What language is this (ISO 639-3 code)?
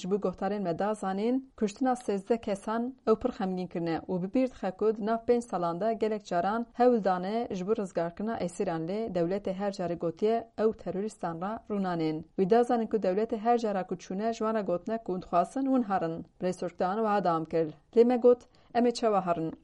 kur